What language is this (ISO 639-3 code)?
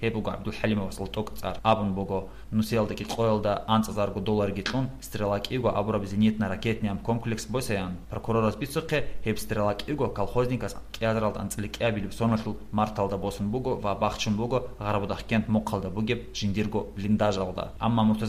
ava